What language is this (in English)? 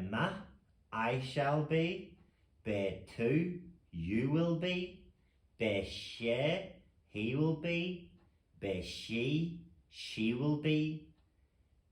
Irish